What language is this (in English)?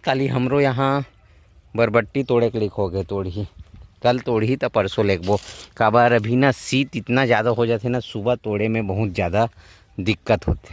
Chhattisgarhi